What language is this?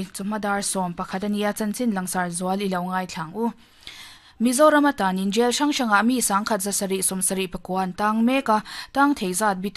Mizo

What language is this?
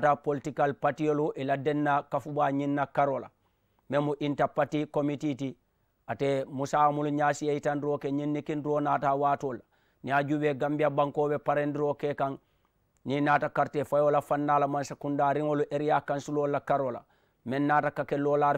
Mandingo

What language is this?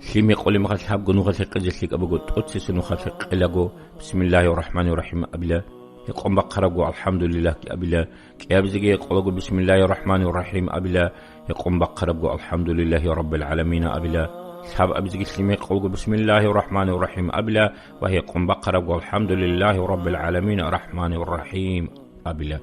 Avaric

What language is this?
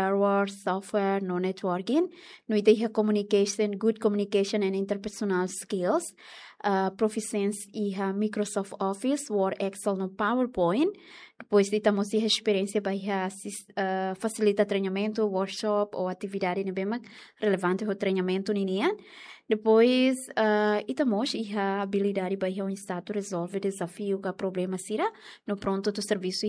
Tetum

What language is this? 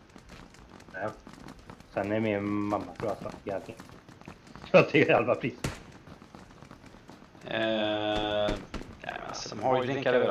Swedish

